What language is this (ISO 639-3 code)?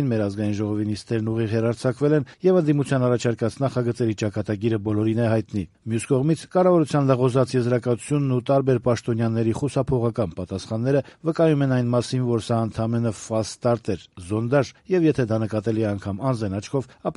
hye